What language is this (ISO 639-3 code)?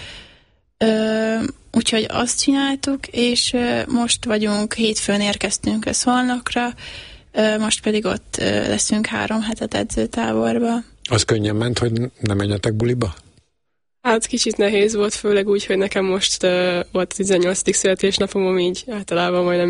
hun